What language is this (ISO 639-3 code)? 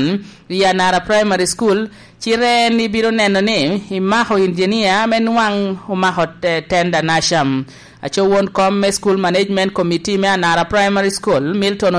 laj